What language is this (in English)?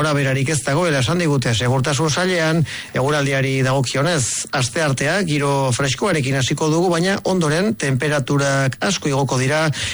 Basque